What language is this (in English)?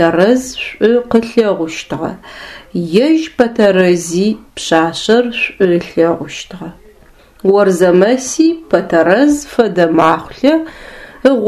Adyghe